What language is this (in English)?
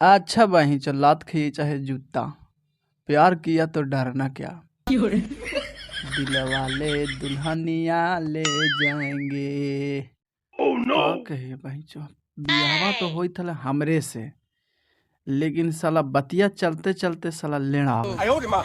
Magahi